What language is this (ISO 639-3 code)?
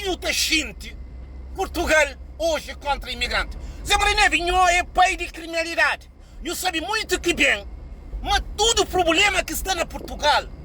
kea